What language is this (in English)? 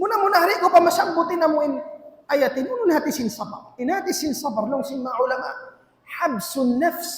Tausug